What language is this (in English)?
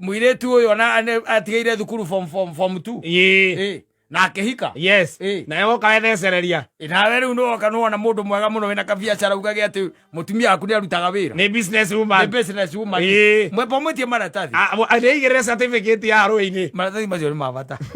Kikuyu